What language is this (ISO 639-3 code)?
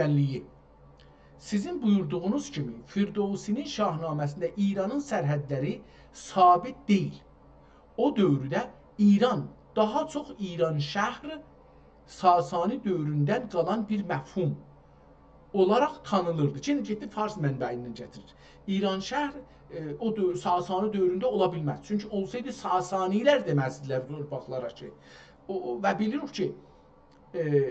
azb